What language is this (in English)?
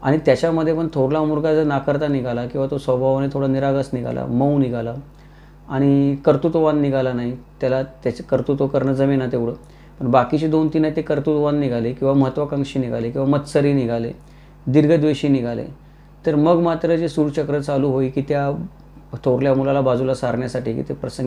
Marathi